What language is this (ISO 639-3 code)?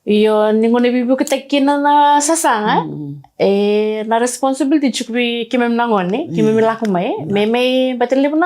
fij